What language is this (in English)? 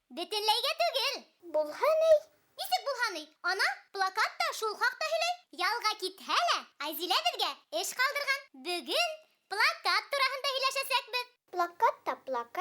Bashkir